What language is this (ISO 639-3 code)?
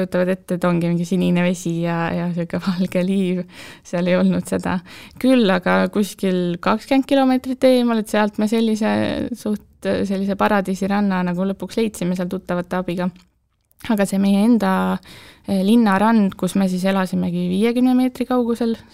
est